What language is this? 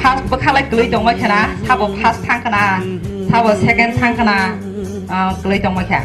Kok Borok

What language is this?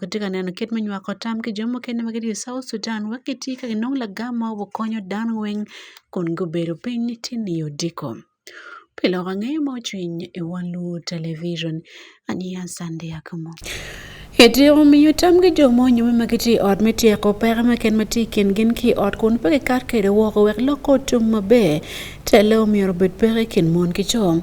Acoli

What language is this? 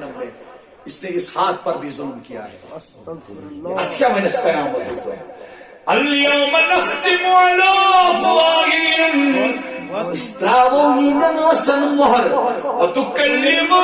Kashmiri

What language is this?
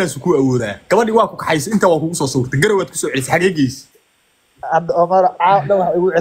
Somali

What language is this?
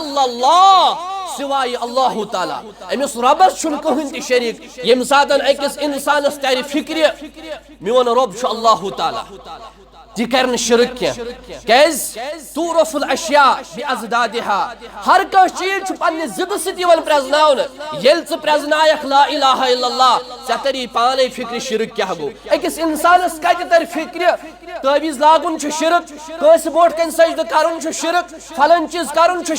Kashmiri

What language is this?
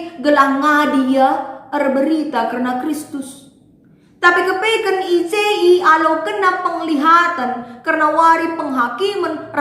Batak Karo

